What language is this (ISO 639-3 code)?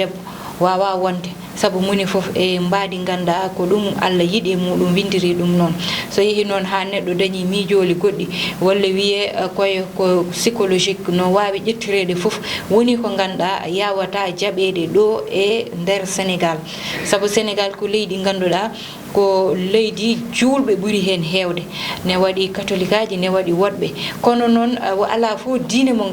ful